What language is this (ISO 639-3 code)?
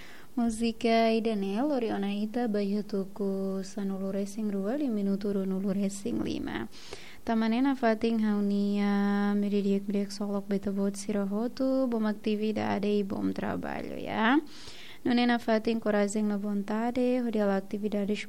tet